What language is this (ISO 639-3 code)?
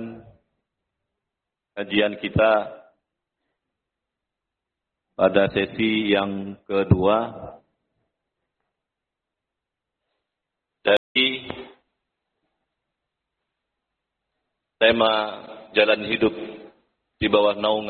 ind